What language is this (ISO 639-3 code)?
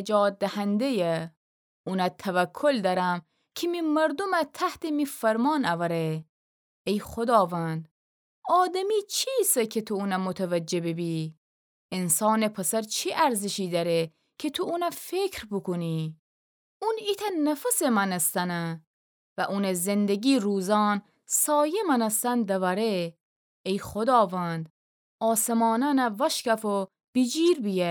glk